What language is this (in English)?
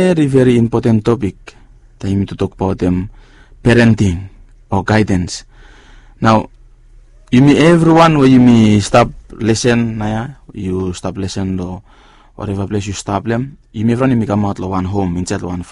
Bislama